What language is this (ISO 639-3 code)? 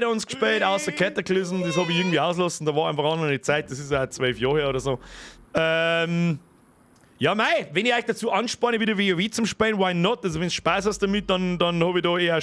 bar